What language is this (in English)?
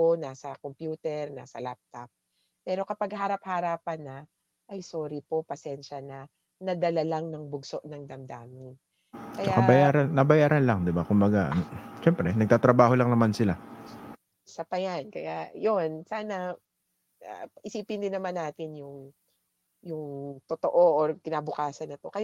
Filipino